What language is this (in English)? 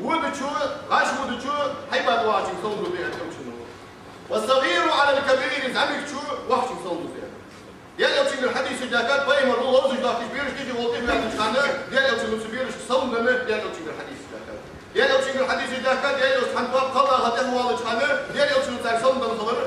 Ingush